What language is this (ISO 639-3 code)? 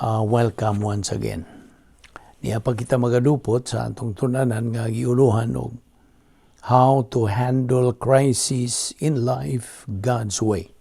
ceb